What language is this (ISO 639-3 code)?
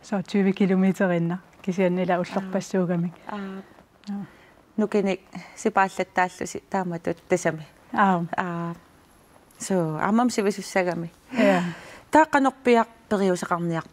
kal